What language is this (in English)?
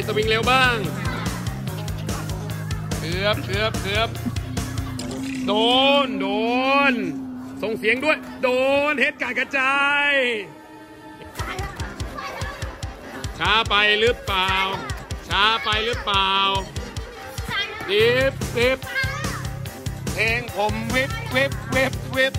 Thai